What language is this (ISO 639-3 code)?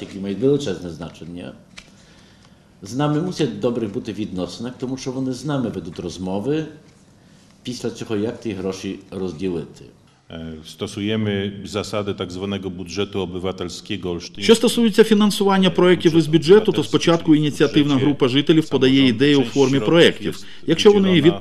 ukr